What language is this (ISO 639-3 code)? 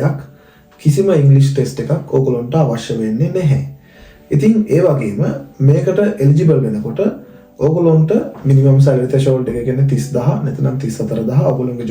sin